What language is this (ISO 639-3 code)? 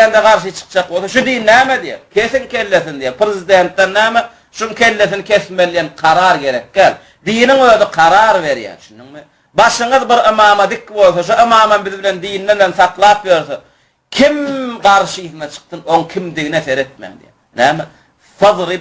tuk